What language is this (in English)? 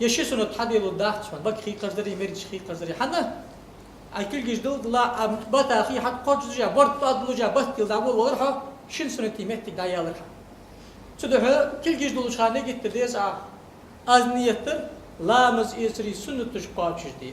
Ingush